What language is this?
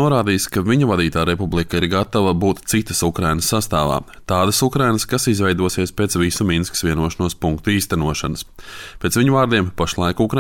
Latvian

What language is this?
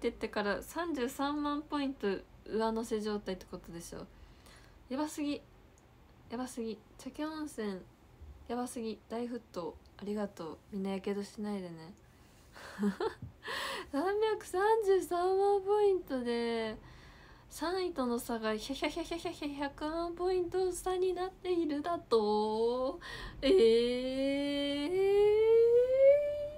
Japanese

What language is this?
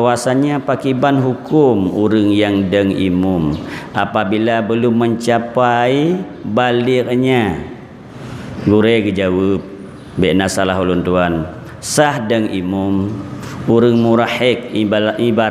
Achinese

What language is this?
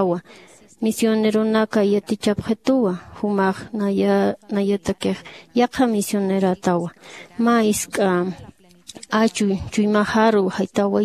Aymara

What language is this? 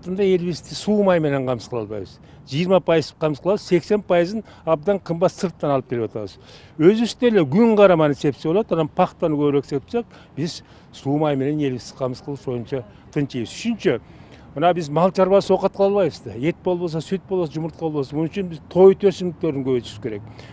Kyrgyz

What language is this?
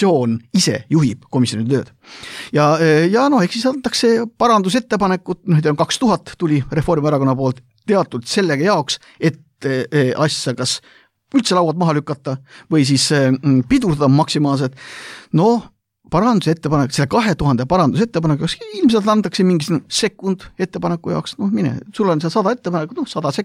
Estonian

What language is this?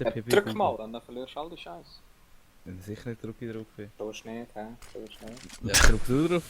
Swiss German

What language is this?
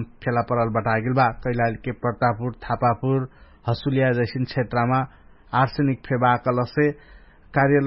Dangaura Tharu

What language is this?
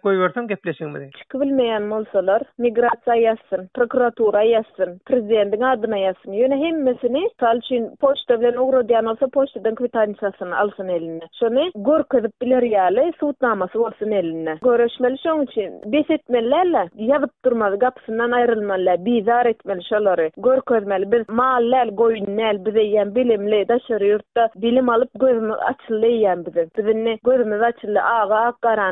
Turkmen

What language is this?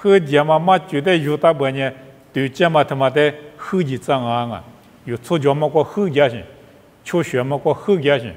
Lisu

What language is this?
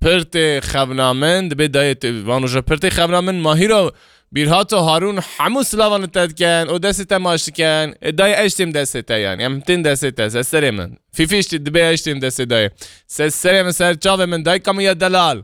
Kurdish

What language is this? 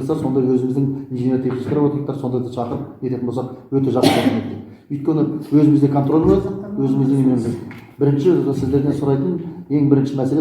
Kazakh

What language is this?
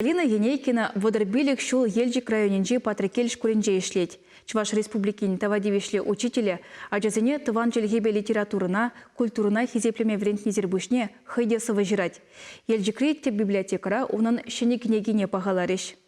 Chuvash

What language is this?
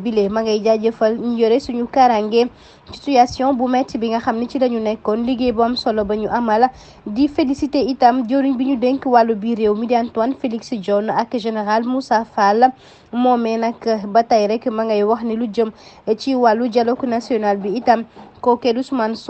Wolof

